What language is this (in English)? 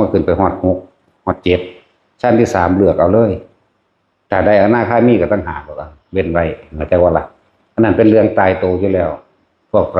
Northeastern Thai